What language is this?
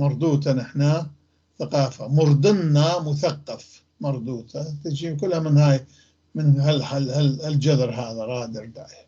North Levantine Arabic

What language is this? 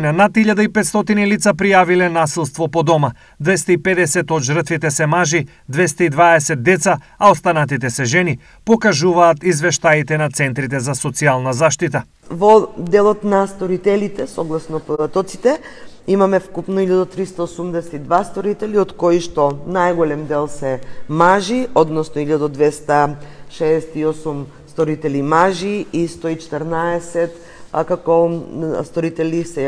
Macedonian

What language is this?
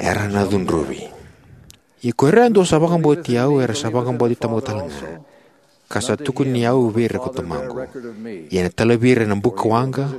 Fijian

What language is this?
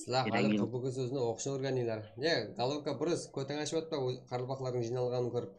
Kara-Kalpak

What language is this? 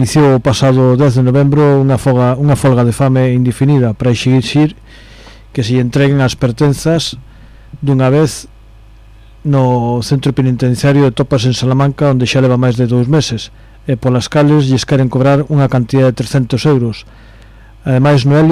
Galician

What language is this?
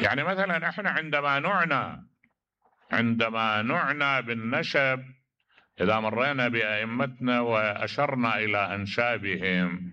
Mesopotamian Arabic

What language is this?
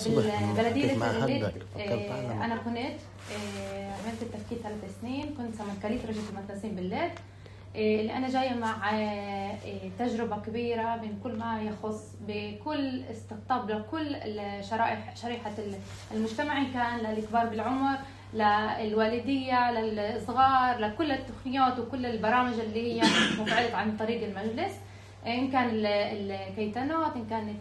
North Levantine Arabic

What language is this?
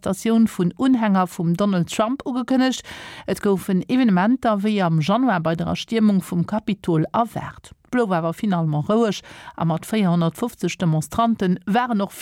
Luxembourgish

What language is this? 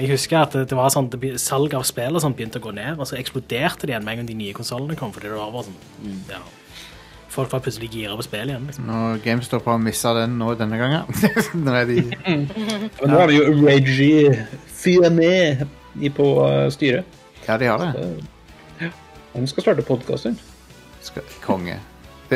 Norwegian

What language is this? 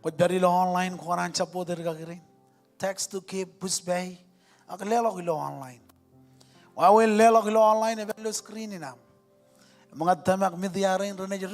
Marshallese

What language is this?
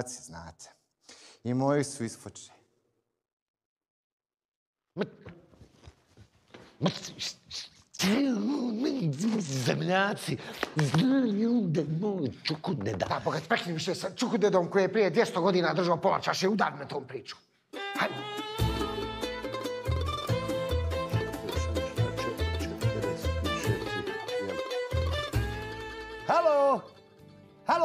Bosnian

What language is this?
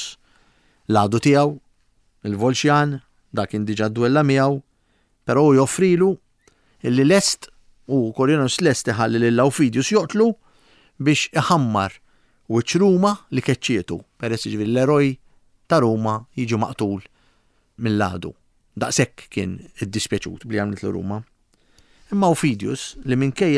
Maltese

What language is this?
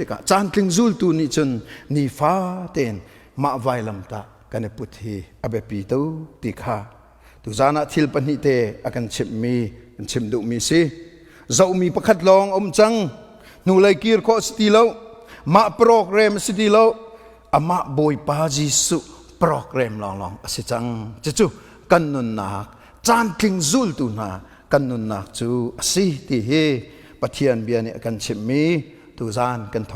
Hakha Chin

